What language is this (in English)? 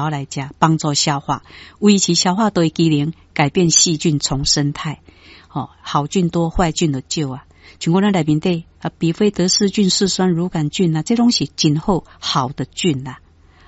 Min Nan Chinese